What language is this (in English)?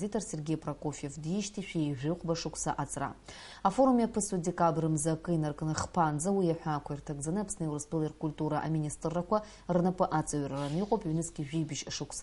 Abkhazian